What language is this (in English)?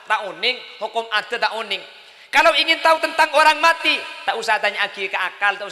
Madurese